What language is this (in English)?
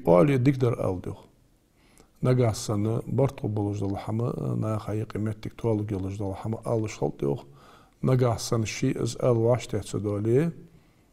Ingush